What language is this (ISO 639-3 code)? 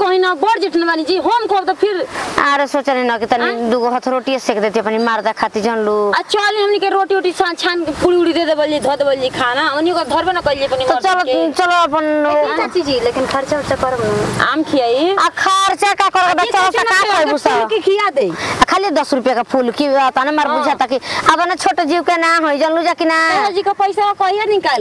bho